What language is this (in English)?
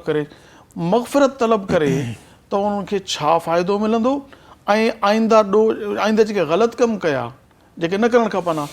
Sindhi